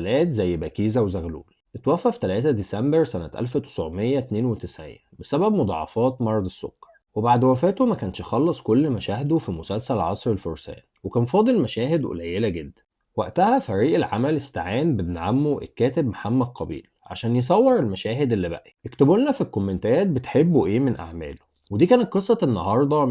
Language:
Egyptian Arabic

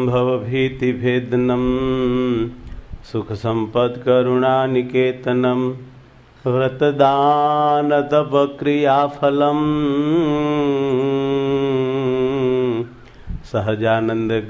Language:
Gujarati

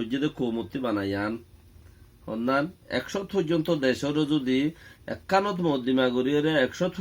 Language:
Rohingya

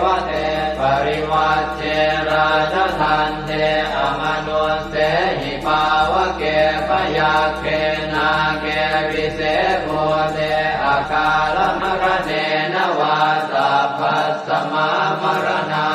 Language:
Pali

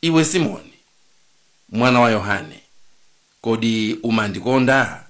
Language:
Nyanja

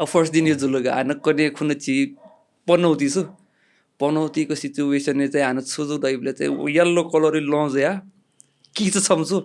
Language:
Newari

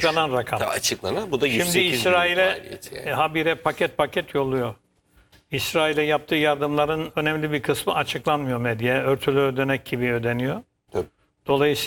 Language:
Turkish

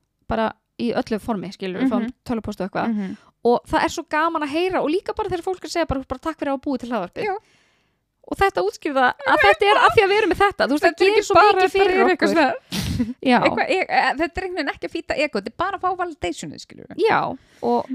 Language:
Icelandic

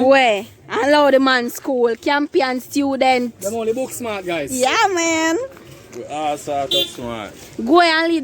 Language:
Jamaican Creole English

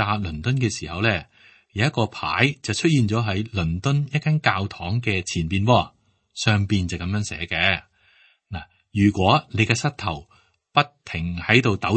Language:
Cantonese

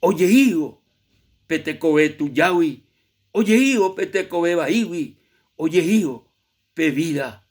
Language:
Guarani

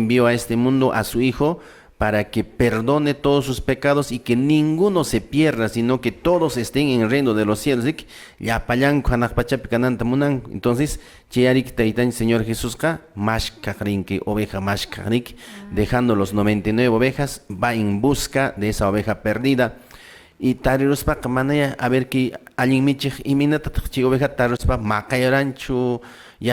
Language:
Quechua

